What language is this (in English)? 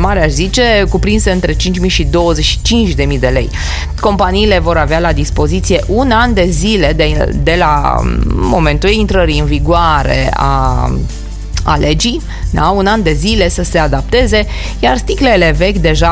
Romanian